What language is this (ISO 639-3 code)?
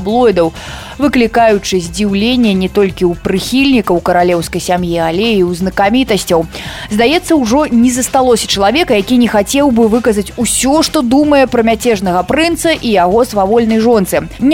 bel